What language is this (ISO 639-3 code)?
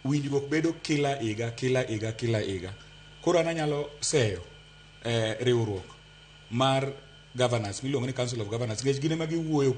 luo